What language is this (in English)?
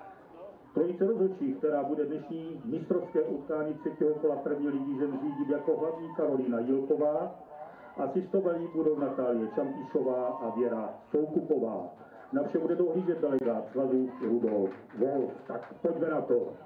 Czech